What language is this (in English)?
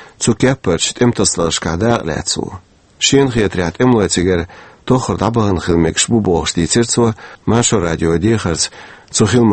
Chechen